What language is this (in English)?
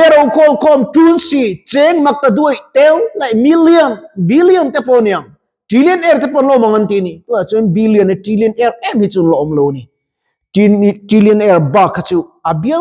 Mizo